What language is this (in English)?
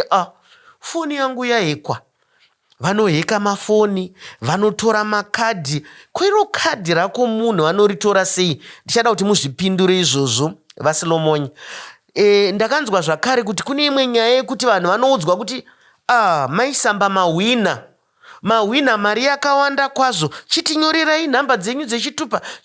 Shona